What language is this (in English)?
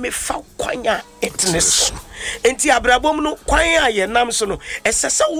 Akan